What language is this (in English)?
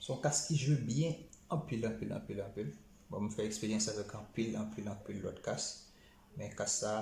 Haitian Creole